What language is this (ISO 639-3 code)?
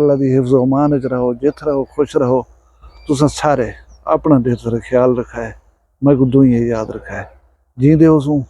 skr